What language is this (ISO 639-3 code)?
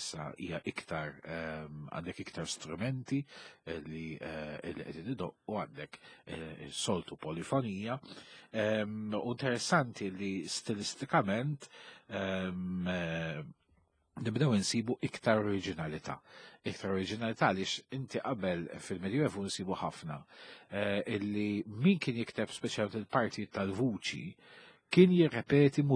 mlt